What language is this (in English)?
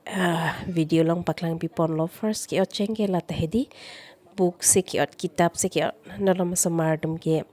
Karbi